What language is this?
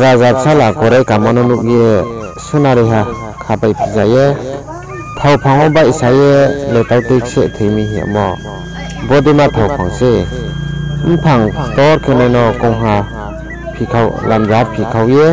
Riang (India)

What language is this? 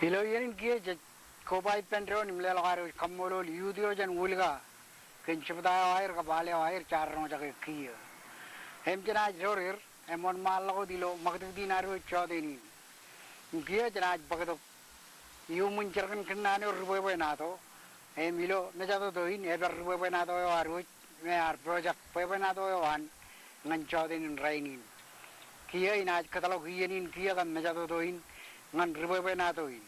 Marshallese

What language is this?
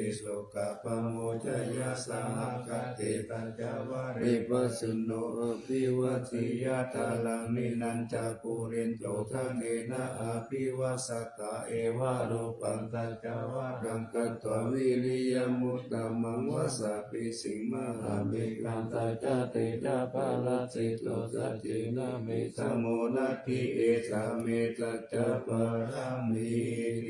Pali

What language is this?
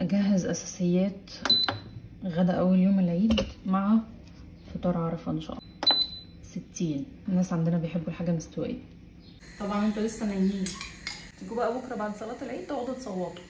Egyptian Arabic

